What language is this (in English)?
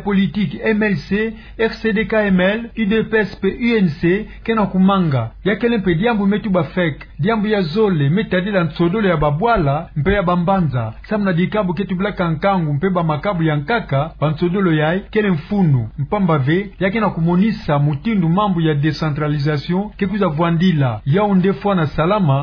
Kituba (Democratic Republic of Congo)